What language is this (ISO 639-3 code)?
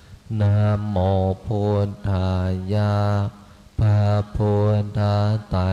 pli